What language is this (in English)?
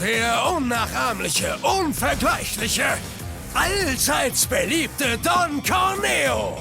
Swiss German